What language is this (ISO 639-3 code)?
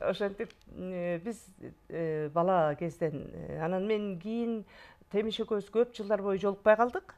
kir